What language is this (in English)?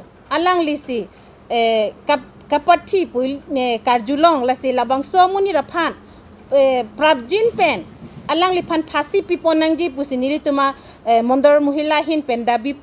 Karbi